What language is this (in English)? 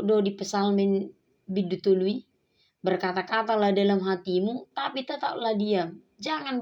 Batak Toba